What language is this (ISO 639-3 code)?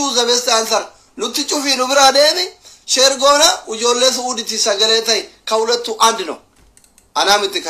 orm